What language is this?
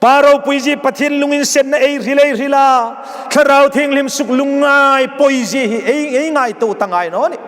Hmar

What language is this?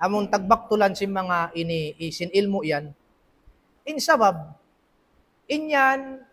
Tausug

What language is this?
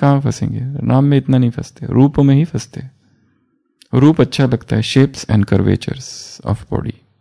Hindi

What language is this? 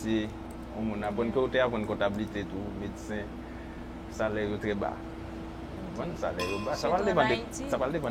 Haitian Creole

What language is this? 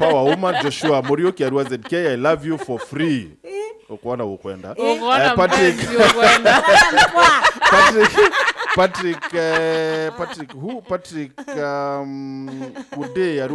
Meru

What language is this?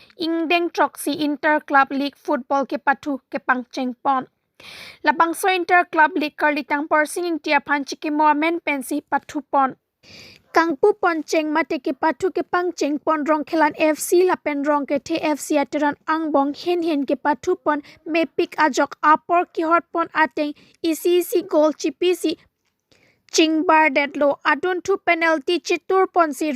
Karbi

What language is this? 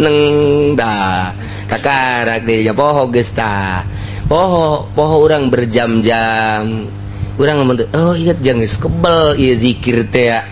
Sundanese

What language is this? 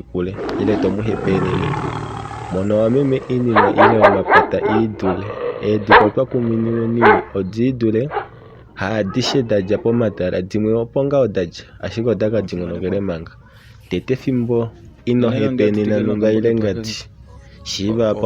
Kuanyama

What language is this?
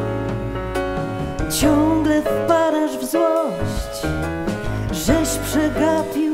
Polish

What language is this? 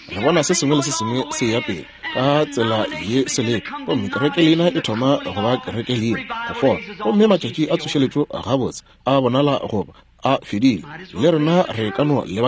Northern Sotho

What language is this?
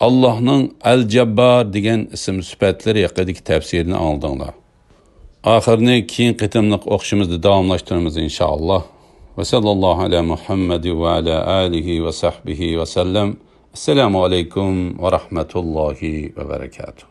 Uyghur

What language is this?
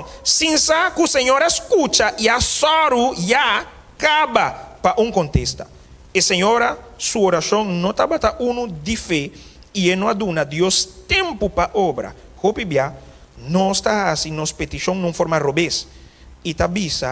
Papiamento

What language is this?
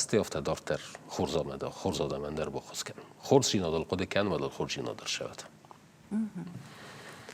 Ossetic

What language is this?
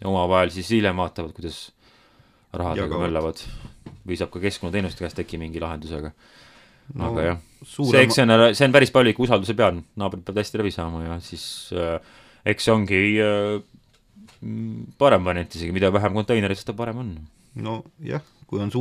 Estonian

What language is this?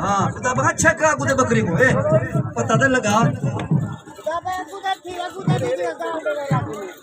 Saraiki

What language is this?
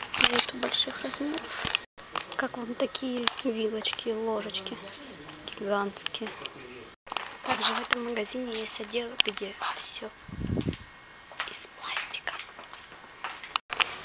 Russian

